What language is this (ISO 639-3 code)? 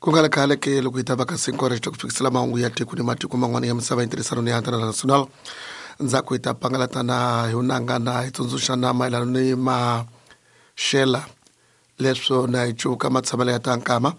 tso